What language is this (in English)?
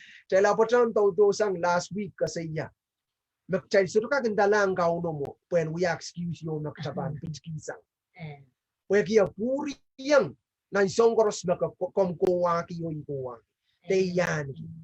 Pohnpeian